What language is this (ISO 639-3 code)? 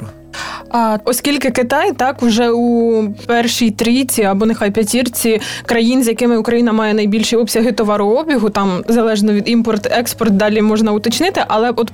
ukr